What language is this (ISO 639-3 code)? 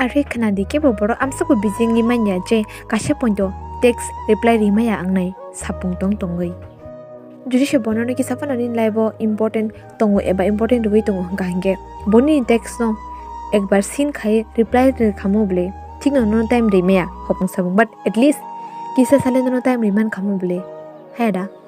trp